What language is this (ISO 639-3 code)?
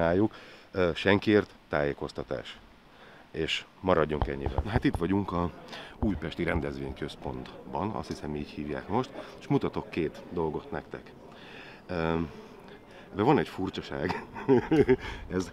hun